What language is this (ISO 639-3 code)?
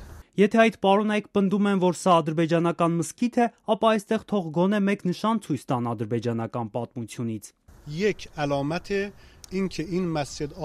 hye